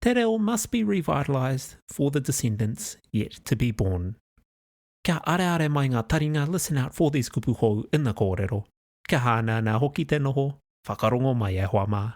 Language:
Māori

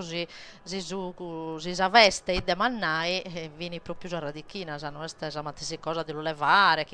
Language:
Sardinian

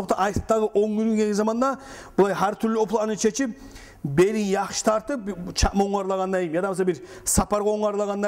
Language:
Kumyk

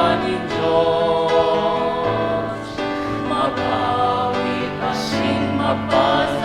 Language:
Bikol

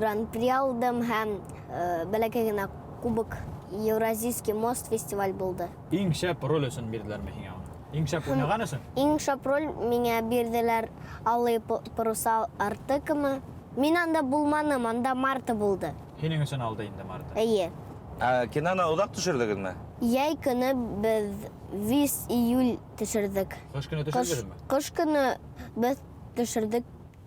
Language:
Bashkir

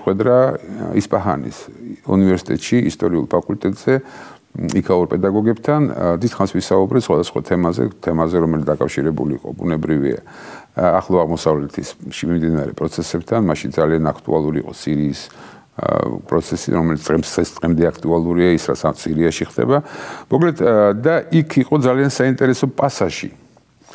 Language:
Georgian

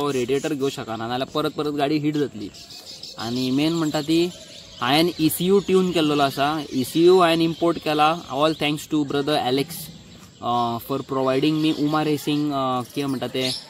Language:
Konkani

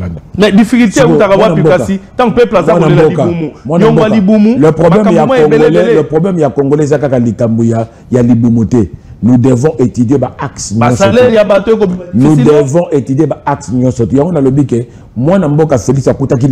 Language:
Lingala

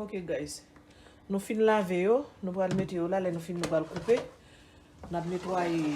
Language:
Haitian Creole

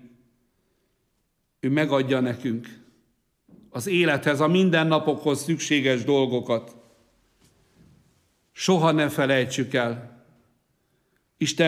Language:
Hungarian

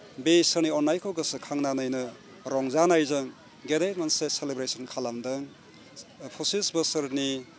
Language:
Bodo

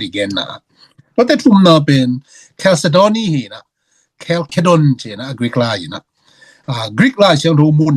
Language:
Tedim Chin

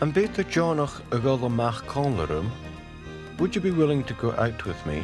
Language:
Scottish Gaelic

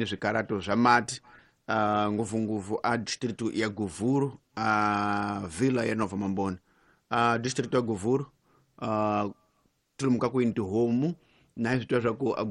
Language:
Tsonga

